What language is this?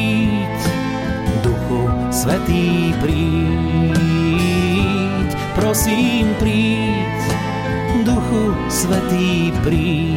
Slovak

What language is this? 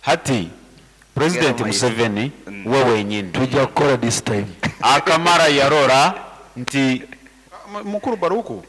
Nyankole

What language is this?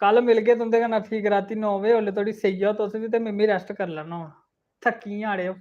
Dogri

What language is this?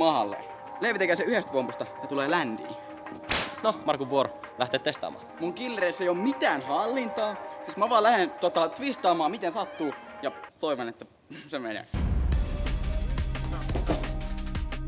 Finnish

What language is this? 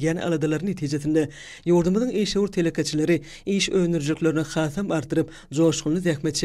Turkmen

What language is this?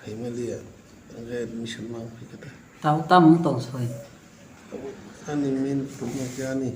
Kok Borok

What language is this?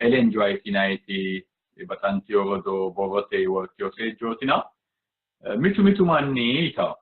Sidamo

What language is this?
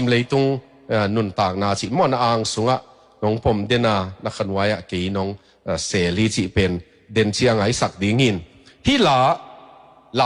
Tedim Chin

